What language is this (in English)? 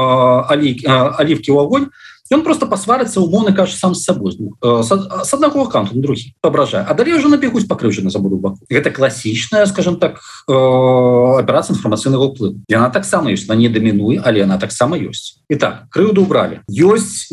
Belarusian